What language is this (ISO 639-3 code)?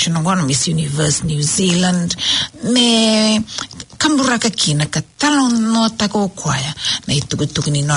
fij